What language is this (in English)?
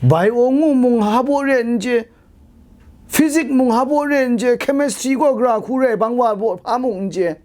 Kachin